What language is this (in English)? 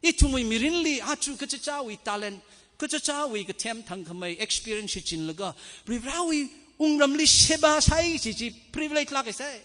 Tangkhul Naga (India)